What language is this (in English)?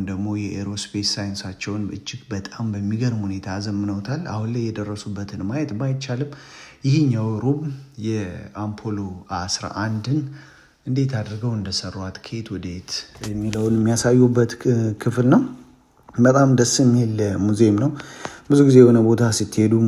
Amharic